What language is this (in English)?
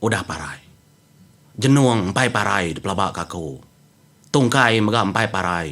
Iban